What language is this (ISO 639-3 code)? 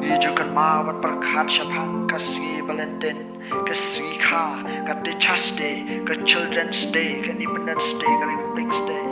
kha